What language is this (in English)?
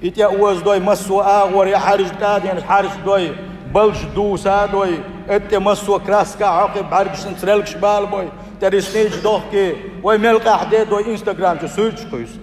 Chechen